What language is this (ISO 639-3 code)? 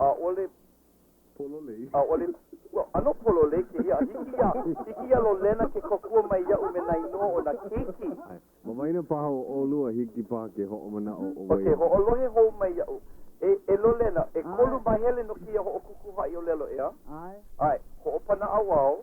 haw